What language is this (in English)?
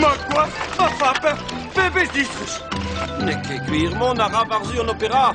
Breton